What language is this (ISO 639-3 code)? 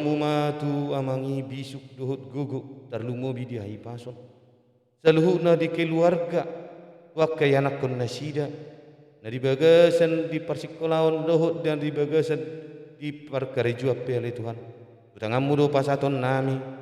bbc